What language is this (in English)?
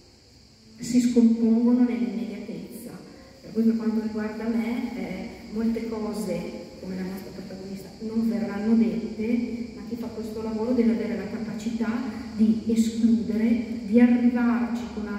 Italian